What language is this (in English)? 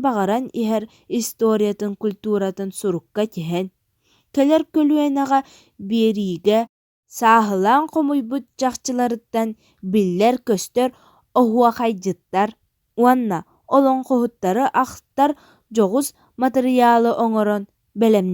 Yakut